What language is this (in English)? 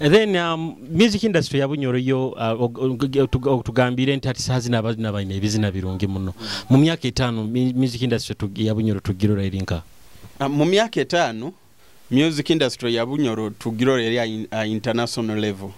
Nyoro